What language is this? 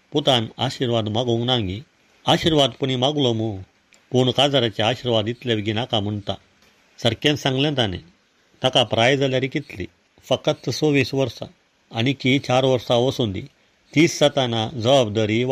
Konkani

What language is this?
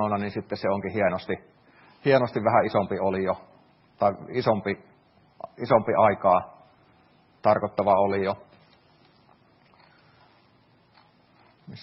Finnish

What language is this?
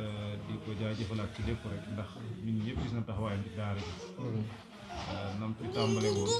Wolof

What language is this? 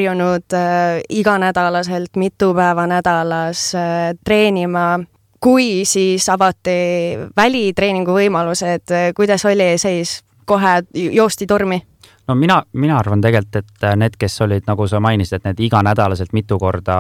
Estonian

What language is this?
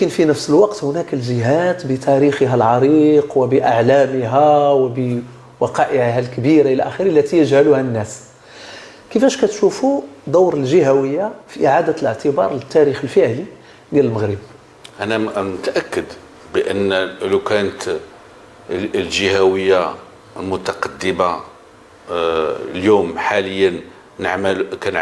Moroccan Arabic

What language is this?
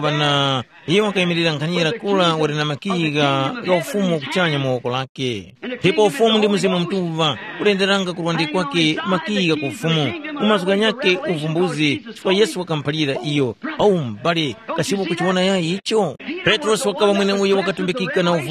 Tumbuka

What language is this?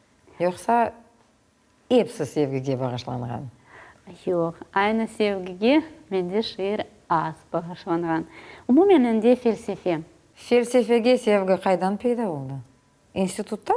Crimean Tatar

